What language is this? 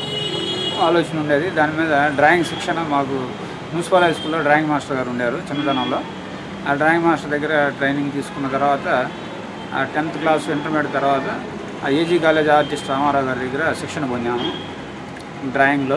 Telugu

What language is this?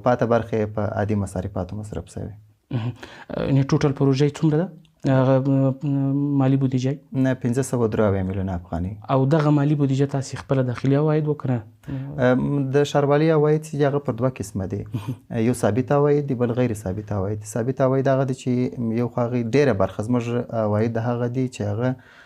Pashto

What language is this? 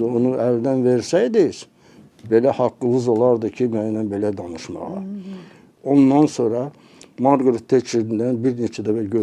Azerbaijani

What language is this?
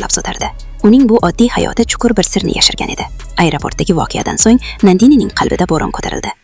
Uzbek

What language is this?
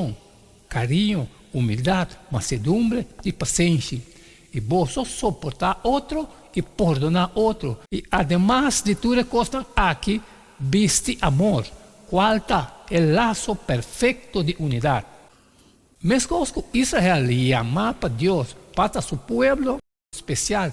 Papiamento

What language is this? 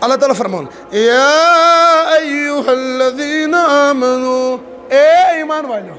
Kashmiri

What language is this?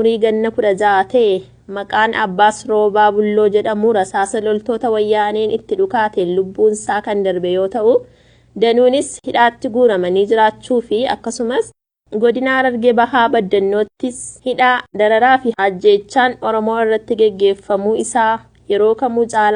Oromo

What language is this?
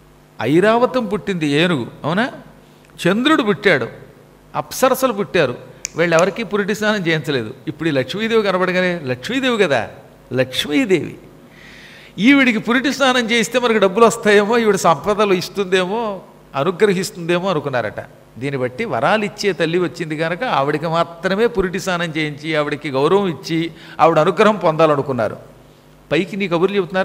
Telugu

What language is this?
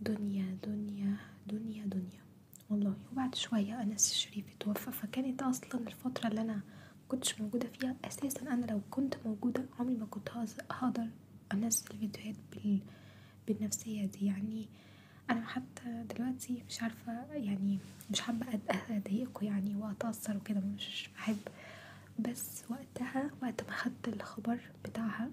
Egyptian Arabic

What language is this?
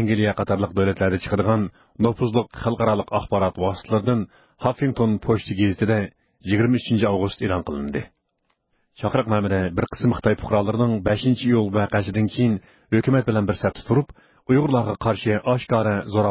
Uyghur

